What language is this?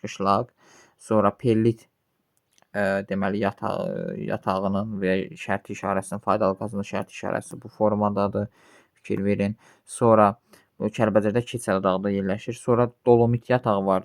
Azerbaijani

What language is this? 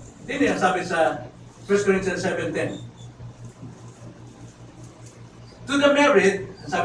Filipino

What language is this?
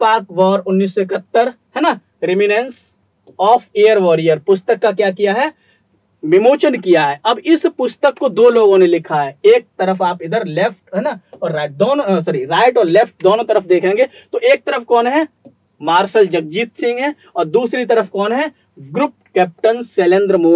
Hindi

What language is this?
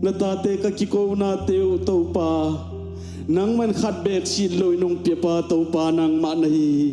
Tedim Chin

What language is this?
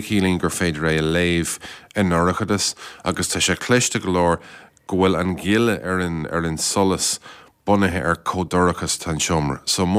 Irish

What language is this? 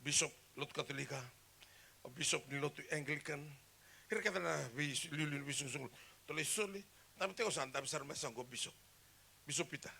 Fijian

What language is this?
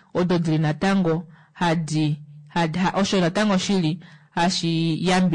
Kuanyama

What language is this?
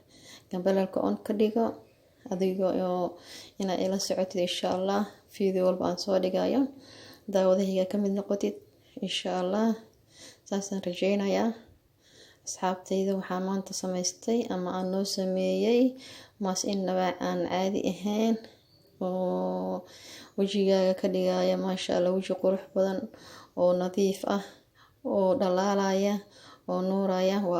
Somali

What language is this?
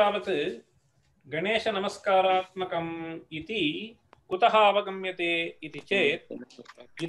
Sanskrit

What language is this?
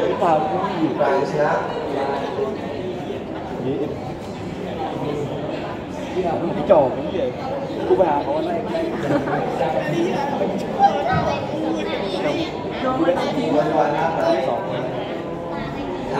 Thai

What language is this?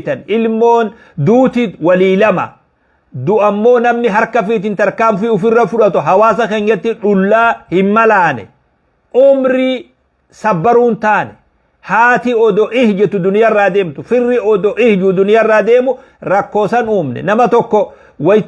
Oromo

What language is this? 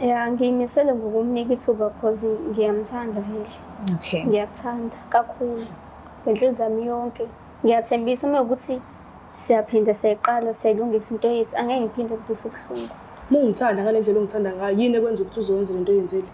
Zulu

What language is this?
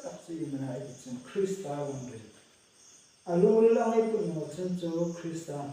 Hmar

